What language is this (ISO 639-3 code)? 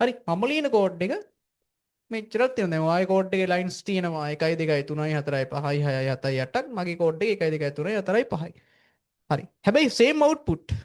sin